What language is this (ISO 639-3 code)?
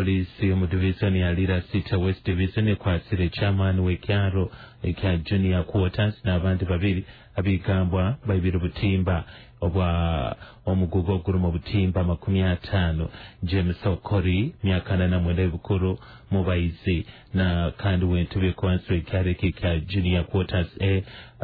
nyo